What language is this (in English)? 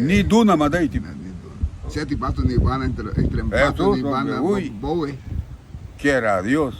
Garifuna